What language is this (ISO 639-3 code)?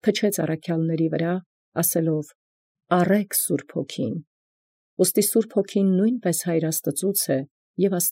hye